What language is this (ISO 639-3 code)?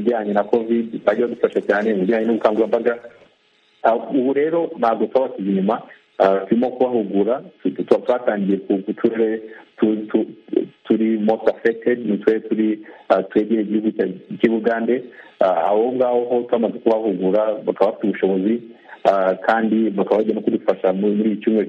kin